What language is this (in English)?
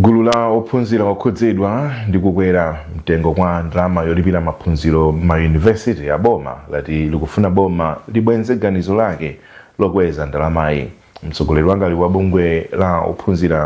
Nyanja